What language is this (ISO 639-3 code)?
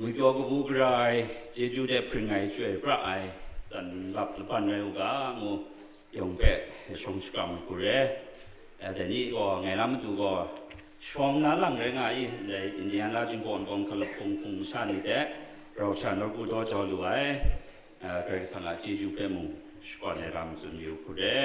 kac